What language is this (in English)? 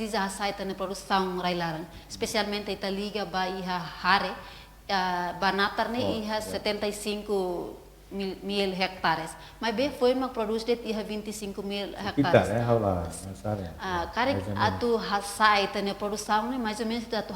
Tetum